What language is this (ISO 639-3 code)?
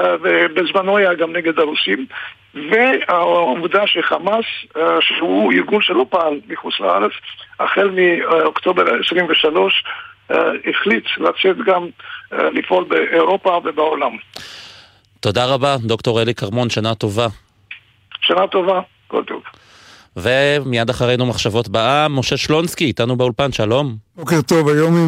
heb